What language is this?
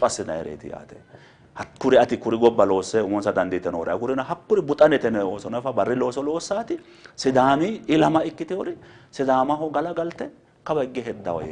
Sidamo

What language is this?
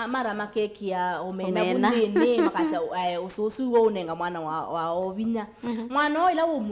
Kamba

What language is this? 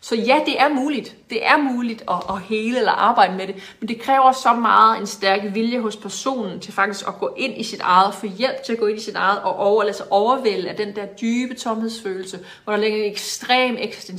Danish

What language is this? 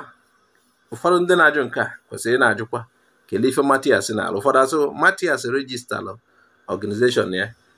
Igbo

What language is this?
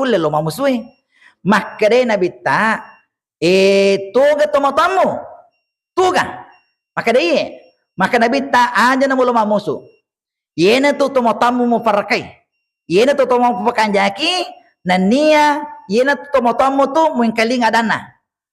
Buginese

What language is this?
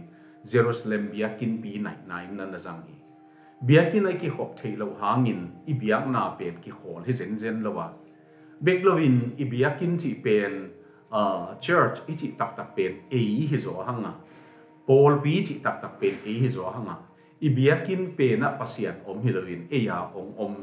Tedim Chin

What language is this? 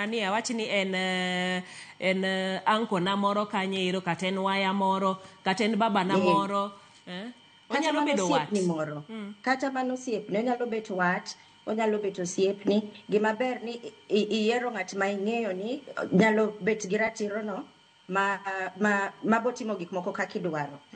Luo (Kenya and Tanzania)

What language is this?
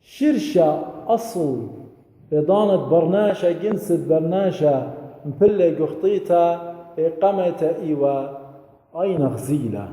Assyrian Neo-Aramaic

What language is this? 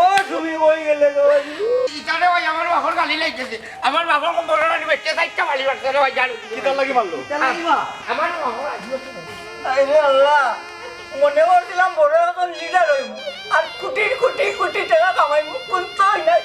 Sylheti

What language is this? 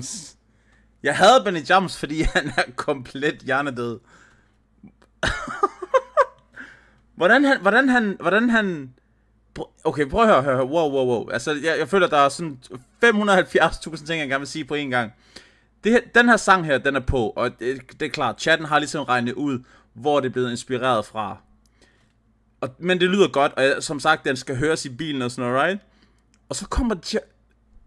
Danish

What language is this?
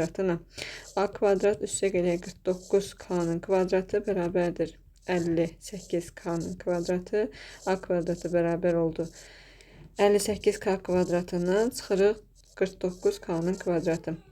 Azerbaijani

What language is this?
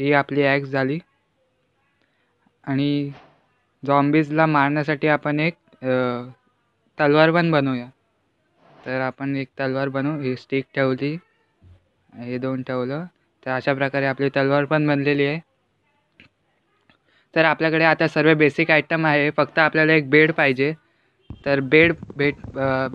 Marathi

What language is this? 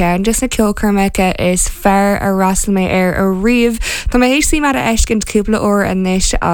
Irish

